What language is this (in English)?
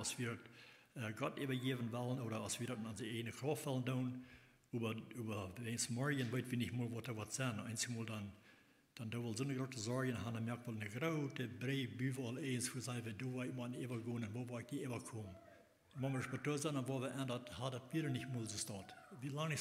Plautdietsch